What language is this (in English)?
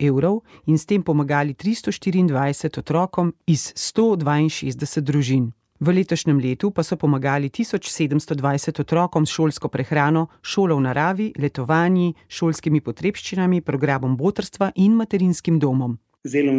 Slovenian